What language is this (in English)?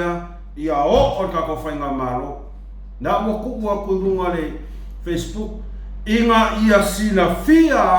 Samoan